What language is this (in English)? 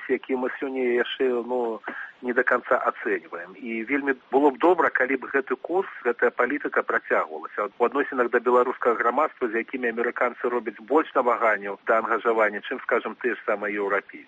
Belarusian